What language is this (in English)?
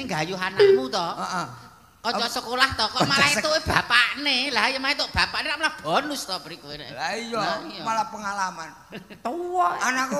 Javanese